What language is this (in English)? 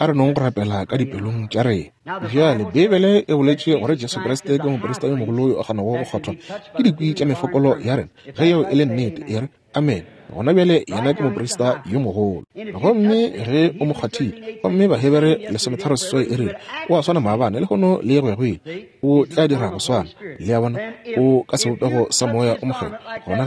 Northern Sotho